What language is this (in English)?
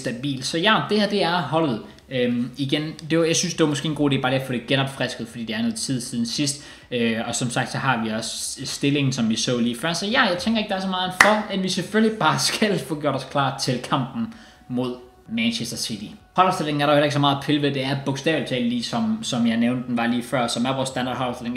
Danish